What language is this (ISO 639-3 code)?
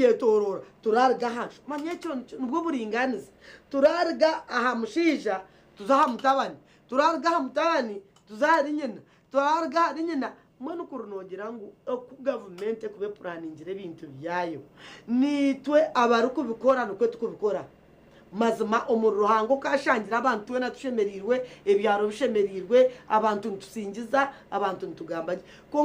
nyn